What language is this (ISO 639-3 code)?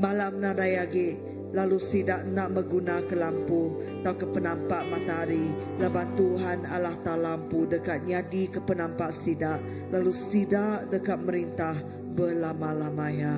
iba